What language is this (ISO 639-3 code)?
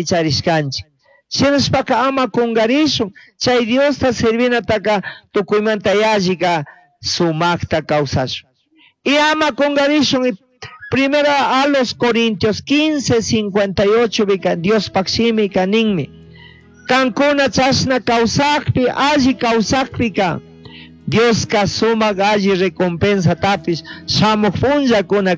qug